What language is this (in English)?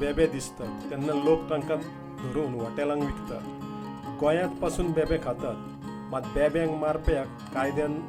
Konkani